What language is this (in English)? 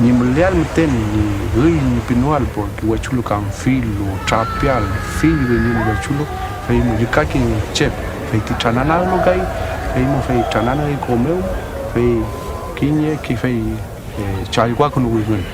Mapuche